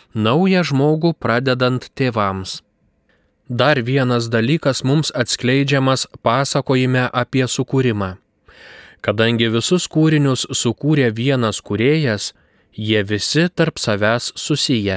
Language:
Lithuanian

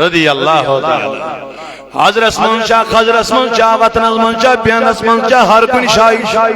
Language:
Kashmiri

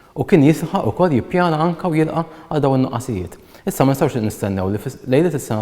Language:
Maltese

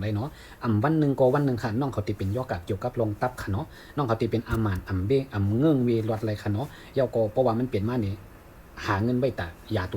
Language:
Shan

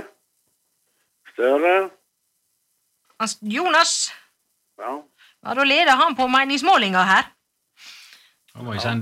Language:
Norwegian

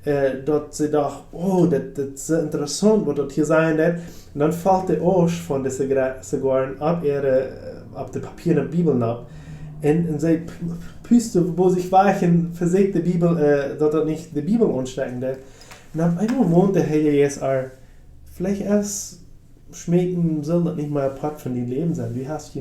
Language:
Plautdietsch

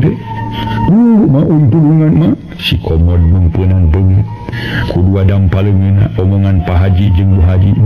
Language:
Sundanese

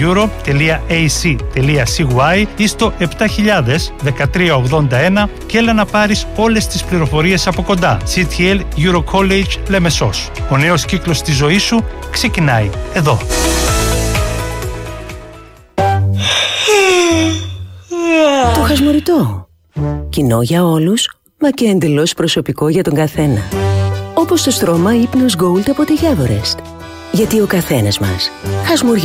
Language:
Greek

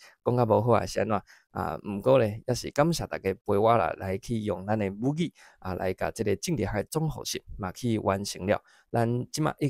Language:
Min Nan Chinese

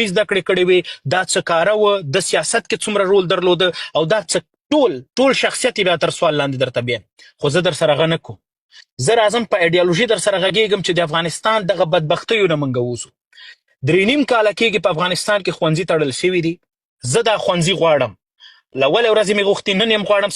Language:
Pashto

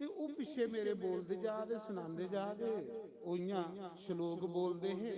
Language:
Dogri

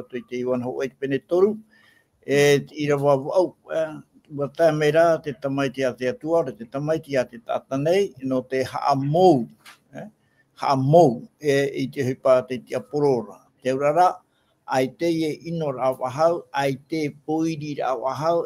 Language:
Tahitian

